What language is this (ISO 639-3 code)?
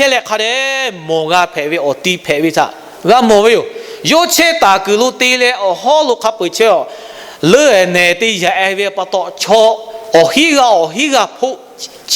lhu